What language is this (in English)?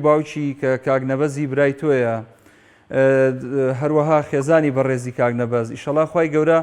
Central Kurdish